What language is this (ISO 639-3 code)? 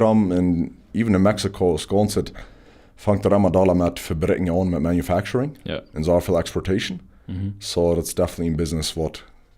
pdt